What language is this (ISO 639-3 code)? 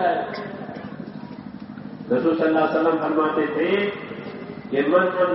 urd